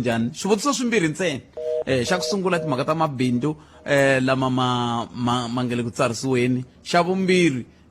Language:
Tsonga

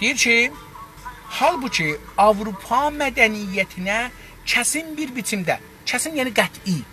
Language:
South Azerbaijani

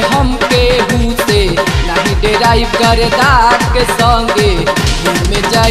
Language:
Bhojpuri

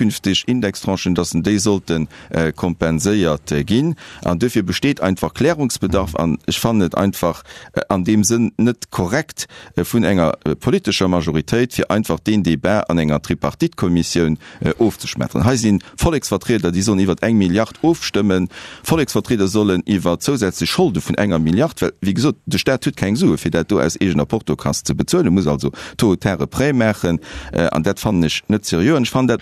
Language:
Luxembourgish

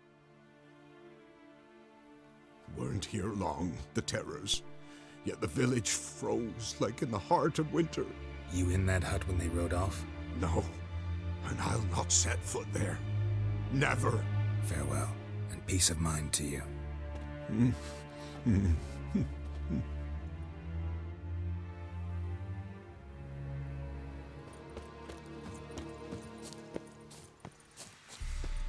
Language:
English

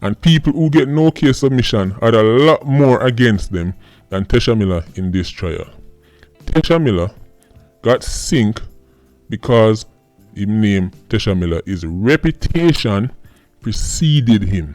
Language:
Jamaican Creole English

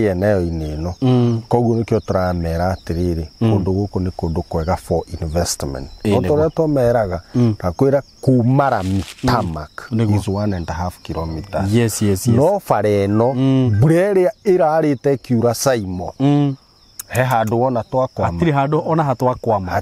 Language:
Kikuyu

